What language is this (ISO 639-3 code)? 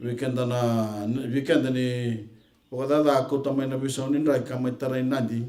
fij